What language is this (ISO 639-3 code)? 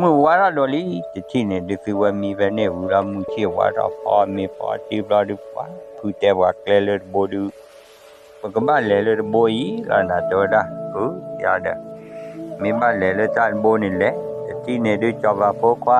ksw